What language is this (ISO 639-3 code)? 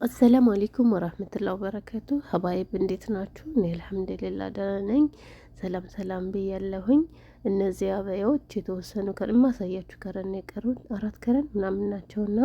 amh